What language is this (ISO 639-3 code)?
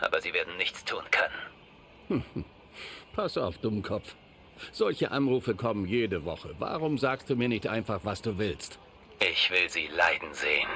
bar